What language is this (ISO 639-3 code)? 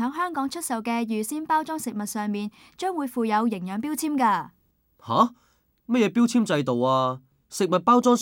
yue